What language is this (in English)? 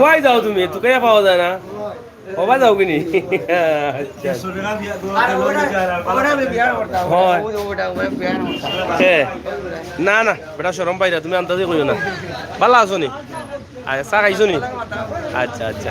Sylheti